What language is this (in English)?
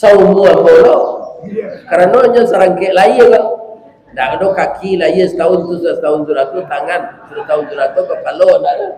Minangkabau